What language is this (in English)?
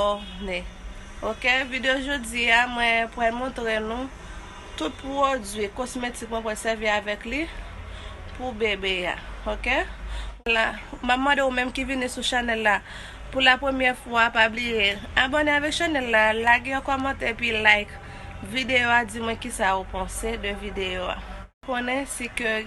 Haitian Creole